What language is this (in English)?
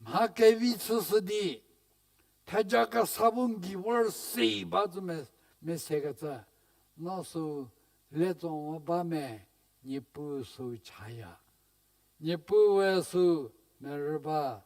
Angami Naga